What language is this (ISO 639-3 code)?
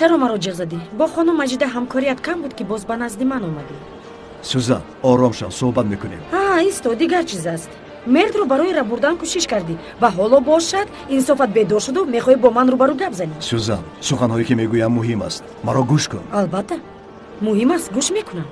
tgk